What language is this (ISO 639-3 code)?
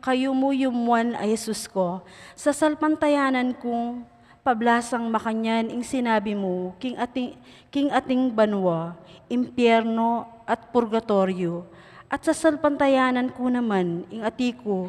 pam